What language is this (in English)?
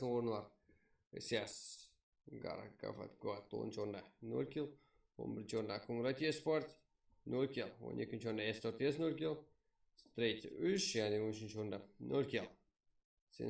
Kara-Kalpak